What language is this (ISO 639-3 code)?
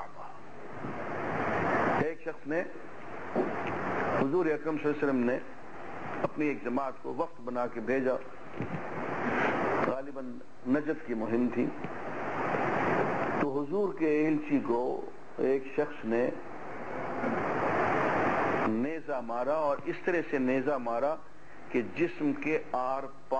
urd